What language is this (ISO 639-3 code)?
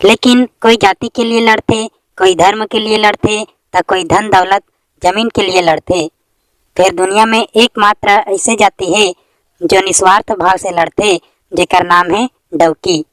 hne